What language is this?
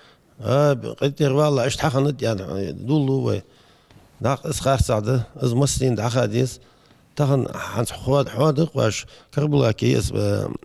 Ingush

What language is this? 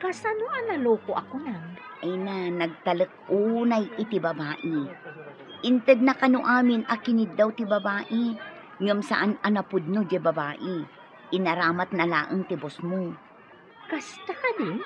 Iloko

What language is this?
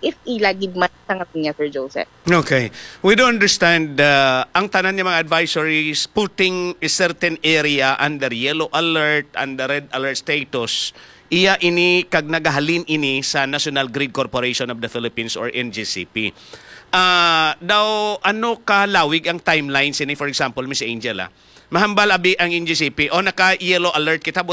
Hiligaynon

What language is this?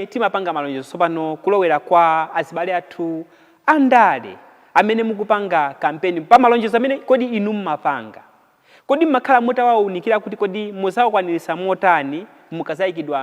Nyanja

